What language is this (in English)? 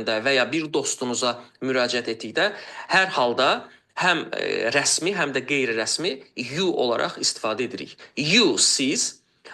Azerbaijani